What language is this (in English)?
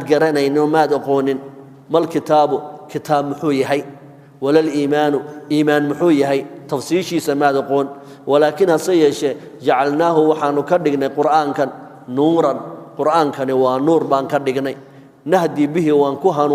Somali